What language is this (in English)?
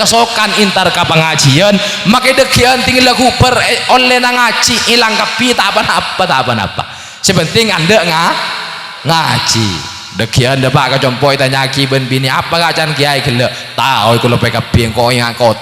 Madurese